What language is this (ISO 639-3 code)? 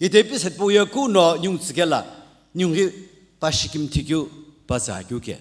nsm